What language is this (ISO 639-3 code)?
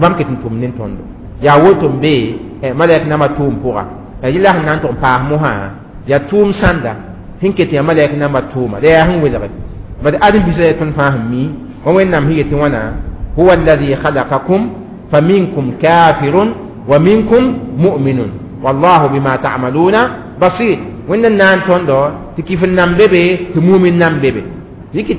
mos